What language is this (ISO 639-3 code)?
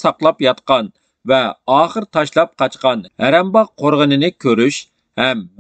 uig